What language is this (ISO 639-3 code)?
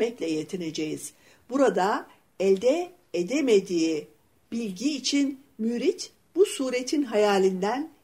tur